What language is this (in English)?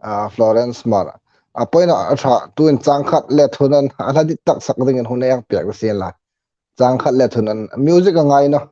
Hmar